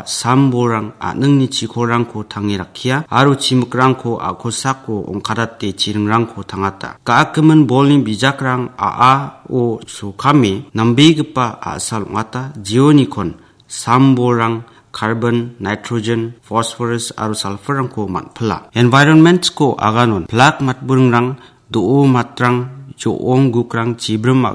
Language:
Garo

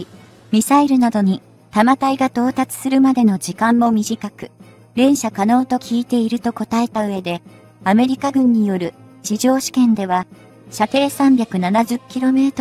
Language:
Japanese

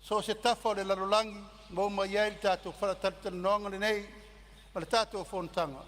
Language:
Samoan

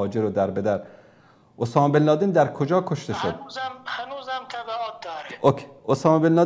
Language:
Persian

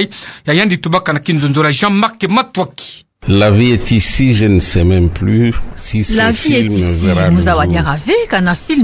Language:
Kituba (Democratic Republic of Congo)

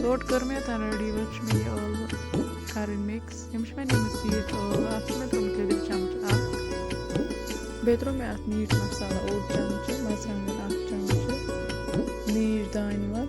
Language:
Kashmiri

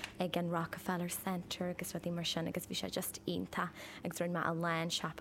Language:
Irish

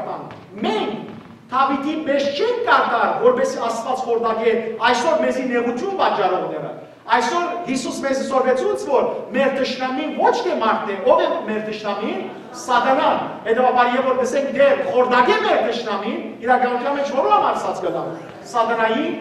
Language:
Western Armenian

